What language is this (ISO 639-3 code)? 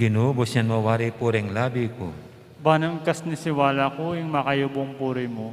pam